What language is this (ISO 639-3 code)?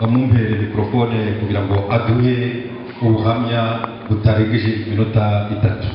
kin